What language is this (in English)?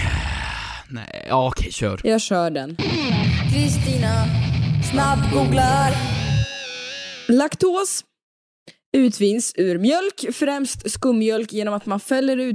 Swedish